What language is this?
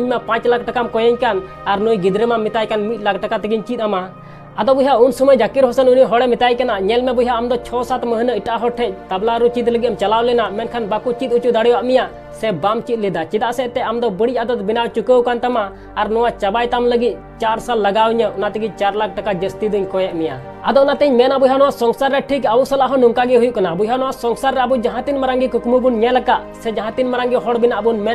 Santali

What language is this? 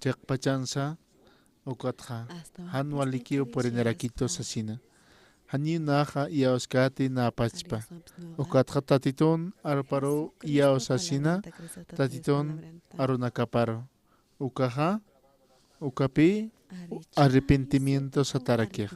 Aymara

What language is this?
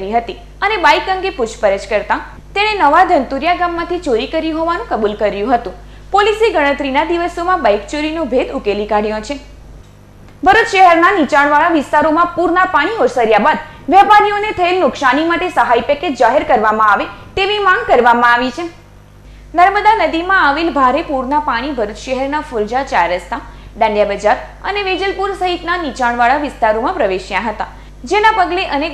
Gujarati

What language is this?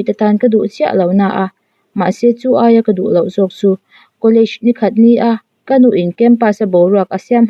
Mizo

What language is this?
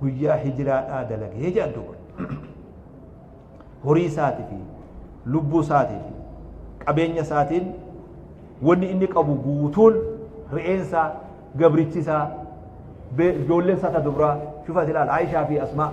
Oromo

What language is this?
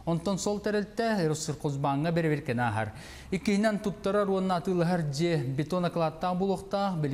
Yakut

